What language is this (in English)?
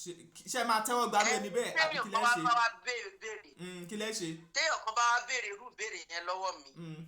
Yoruba